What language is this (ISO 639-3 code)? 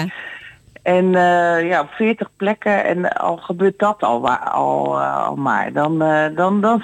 nld